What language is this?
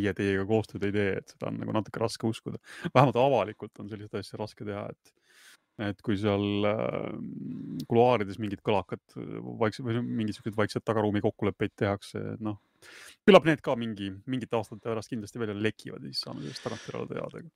Estonian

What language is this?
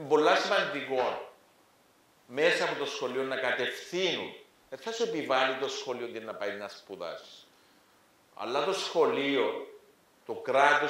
Greek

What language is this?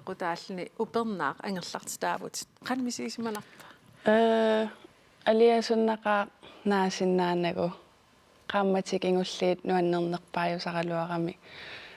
Kalaallisut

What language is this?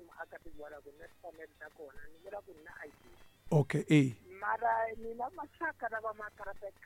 Tsonga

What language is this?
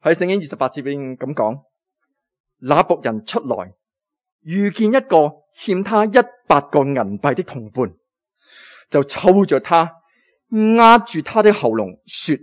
Cantonese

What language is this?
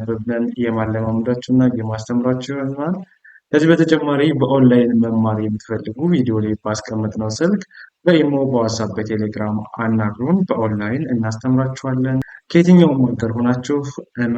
Amharic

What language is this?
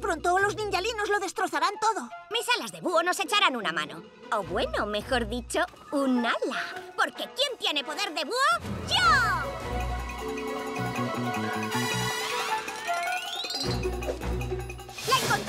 Spanish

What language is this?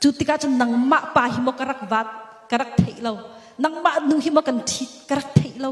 Hakha Chin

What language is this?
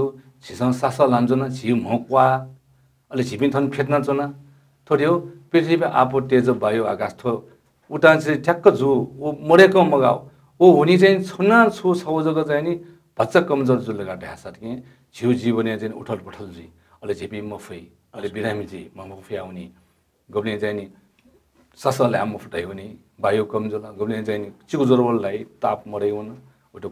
Newari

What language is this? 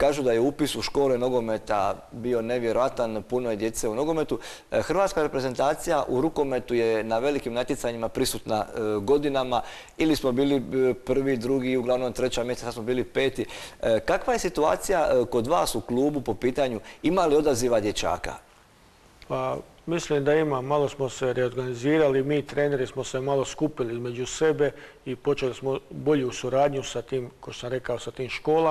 Croatian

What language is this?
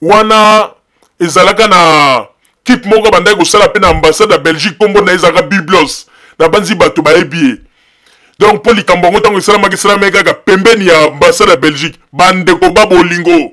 Lingala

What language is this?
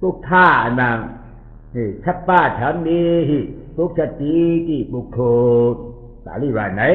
Shan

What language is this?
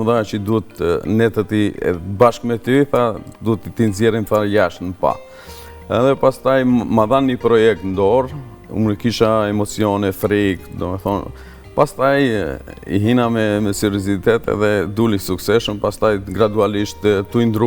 Albanian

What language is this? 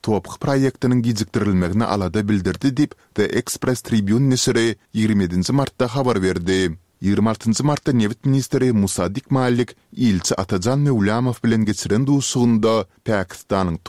Turkmen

